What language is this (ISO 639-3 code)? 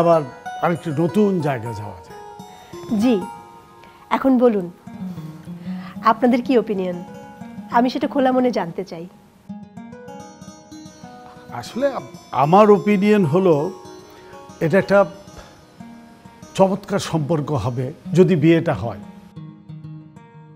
ben